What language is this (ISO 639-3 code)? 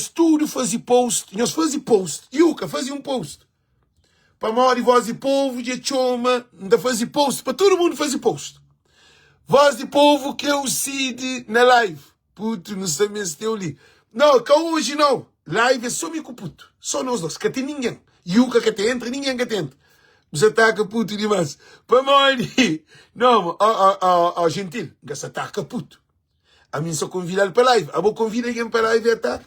kea